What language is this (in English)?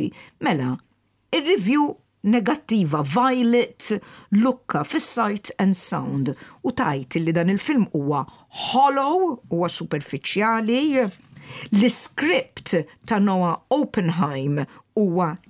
Maltese